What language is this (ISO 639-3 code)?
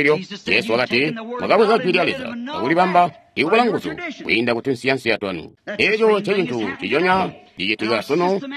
toi